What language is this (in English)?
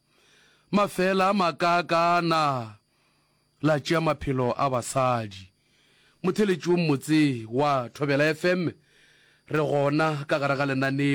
Northern Sotho